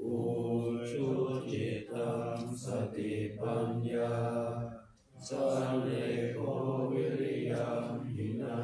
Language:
Pali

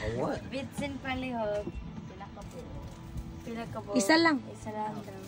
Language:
Cebuano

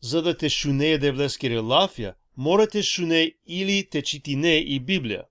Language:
Balkan Romani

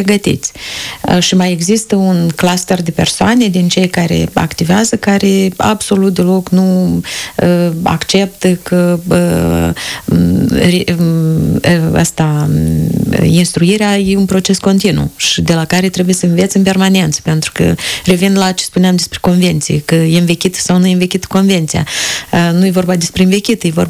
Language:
Romanian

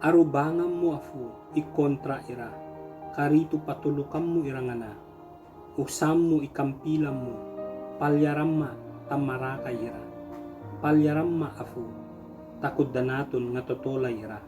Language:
Ibanag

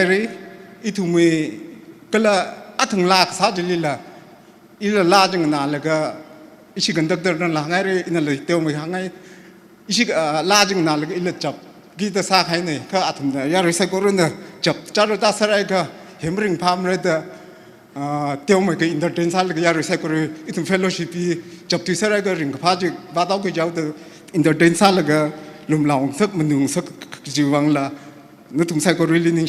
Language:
Tangkhul Naga (India)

